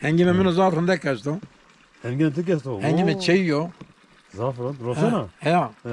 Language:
Zaza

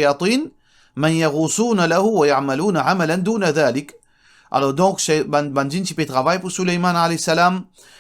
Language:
Morisyen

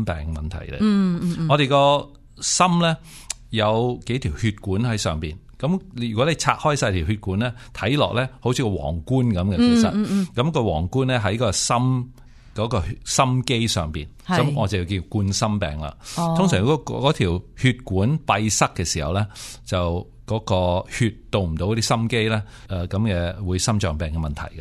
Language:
Cantonese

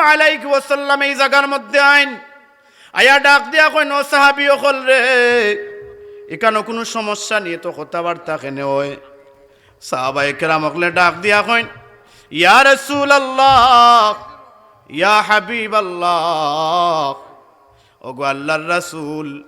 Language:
Sylheti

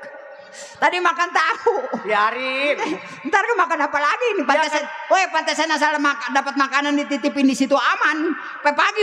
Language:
Betawi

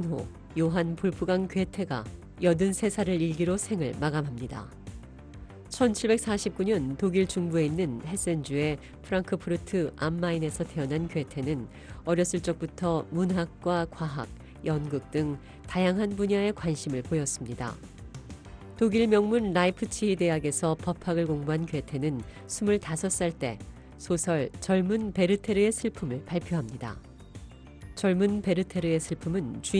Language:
Korean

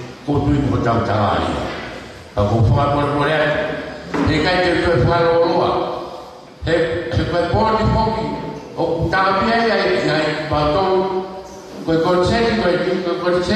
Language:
Tongan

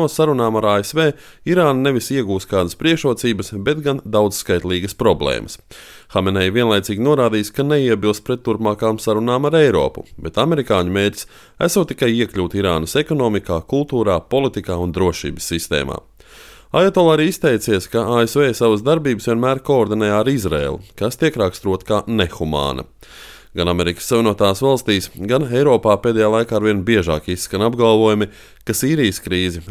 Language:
Latvian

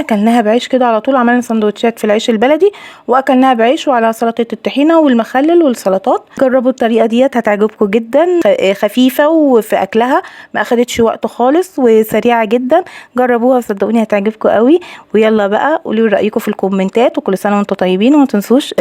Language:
Egyptian Arabic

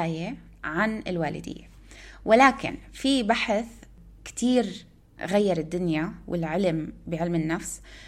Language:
North Levantine Arabic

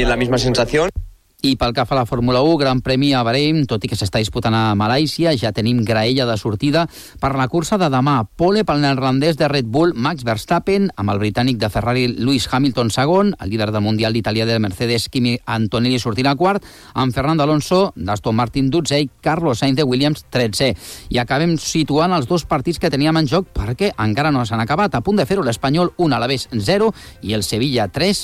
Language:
Catalan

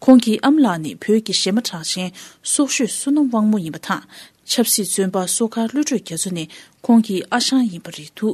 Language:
Tibetan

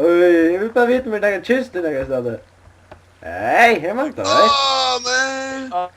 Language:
Faroese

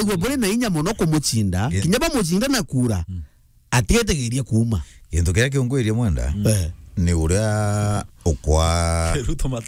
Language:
Meru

